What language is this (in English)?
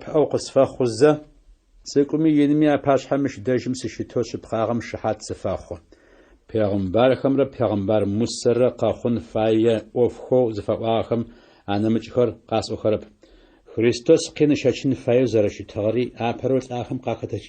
Adyghe